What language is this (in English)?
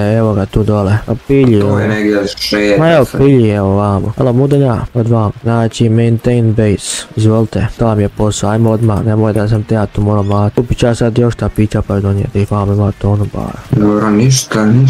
Croatian